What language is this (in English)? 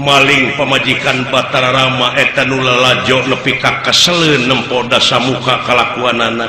Sundanese